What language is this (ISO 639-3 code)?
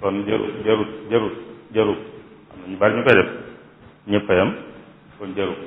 wol